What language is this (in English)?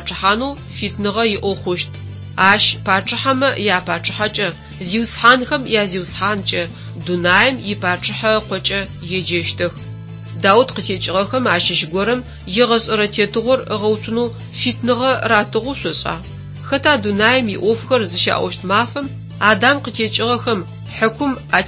Adyghe